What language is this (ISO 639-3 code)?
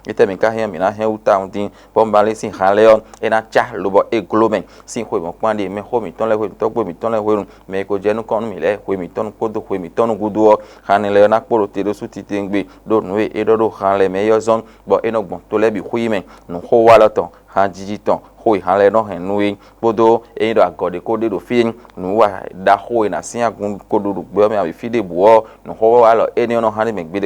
fon